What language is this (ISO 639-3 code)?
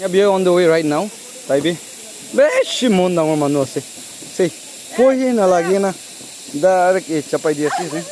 nag